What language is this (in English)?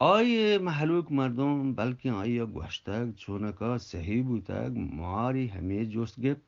Eastern Balochi